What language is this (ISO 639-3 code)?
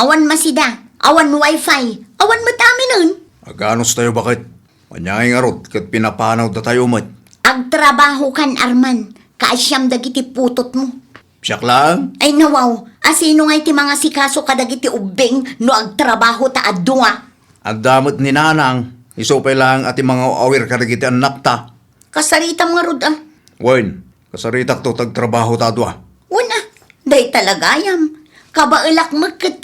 ilo